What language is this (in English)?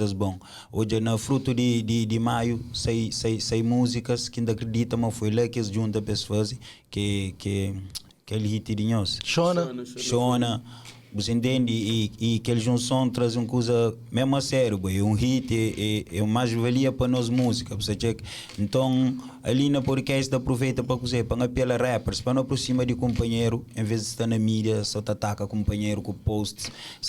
Kabuverdianu